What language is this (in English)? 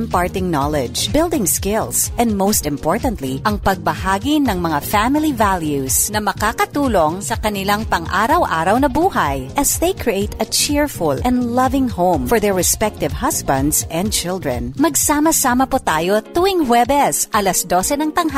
Filipino